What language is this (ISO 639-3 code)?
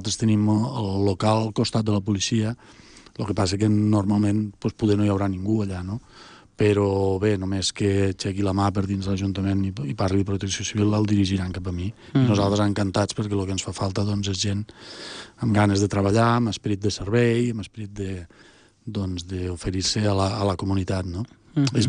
cat